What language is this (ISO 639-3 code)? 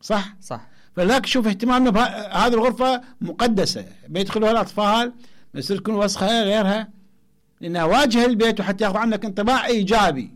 acm